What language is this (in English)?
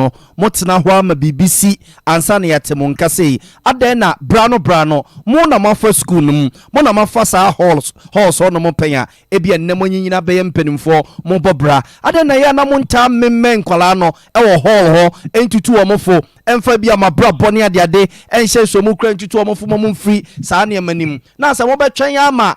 Akan